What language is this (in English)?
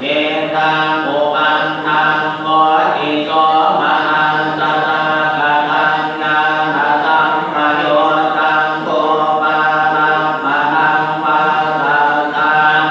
Pali